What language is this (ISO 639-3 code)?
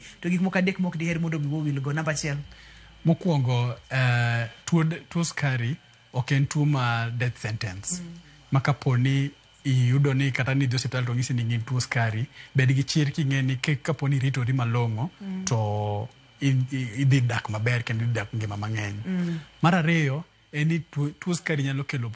luo